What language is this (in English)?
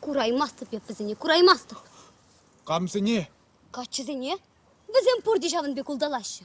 Chuvash